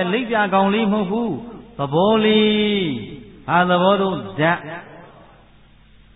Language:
Burmese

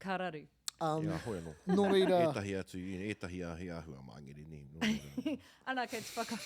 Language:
Māori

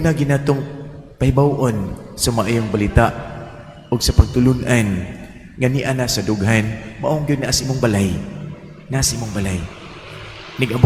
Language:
Cebuano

